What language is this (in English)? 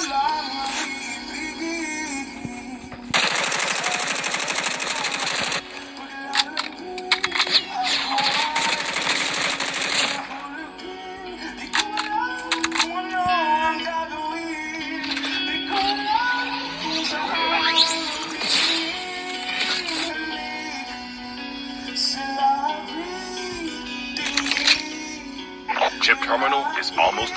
Filipino